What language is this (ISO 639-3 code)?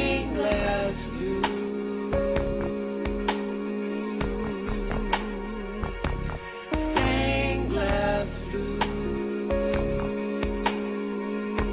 eng